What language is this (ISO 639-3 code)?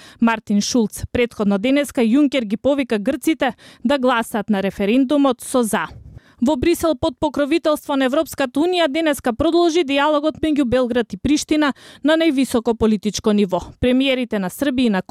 mkd